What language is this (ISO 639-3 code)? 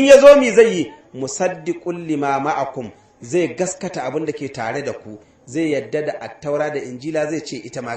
hau